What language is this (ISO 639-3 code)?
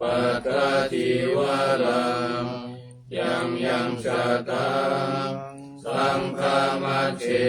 pli